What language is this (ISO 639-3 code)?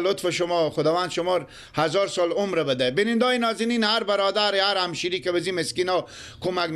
fas